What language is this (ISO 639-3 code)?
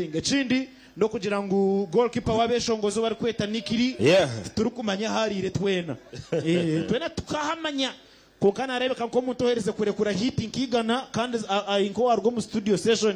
nyn